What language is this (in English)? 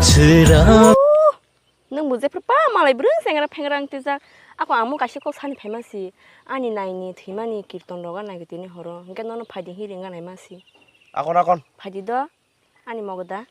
Kok Borok